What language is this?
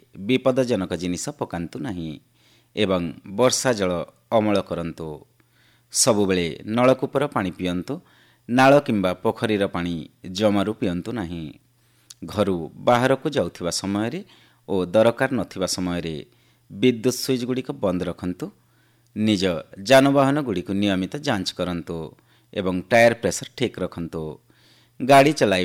Odia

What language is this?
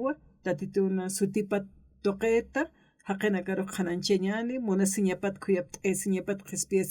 Aymara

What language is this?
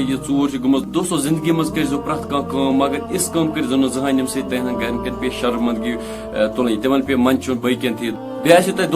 Kashmiri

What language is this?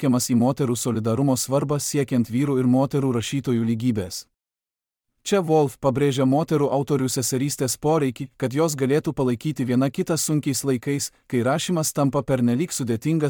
Lithuanian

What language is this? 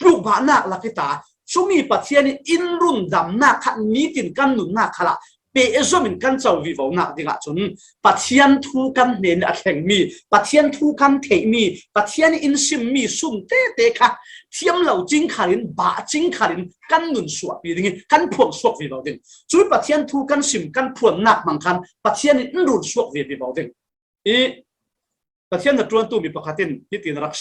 Falam Chin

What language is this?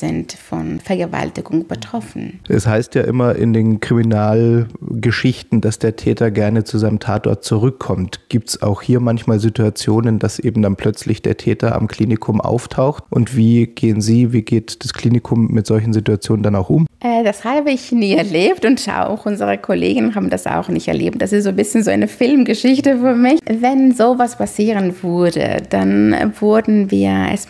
German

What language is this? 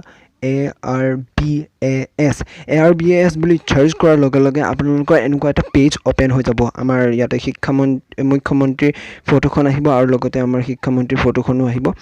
Assamese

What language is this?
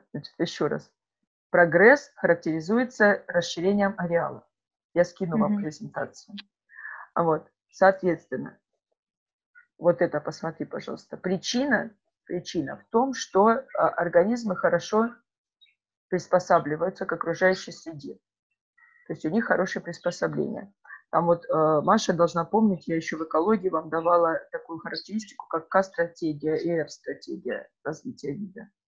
Russian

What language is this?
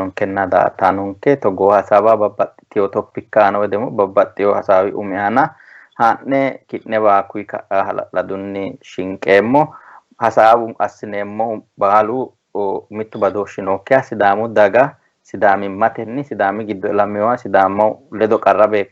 Sidamo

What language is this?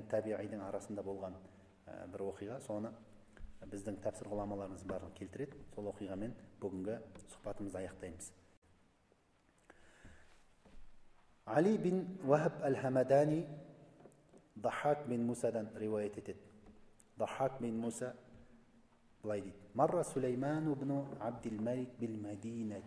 Kazakh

